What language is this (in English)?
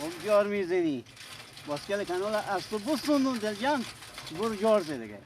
Persian